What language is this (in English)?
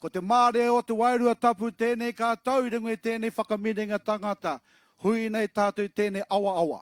Māori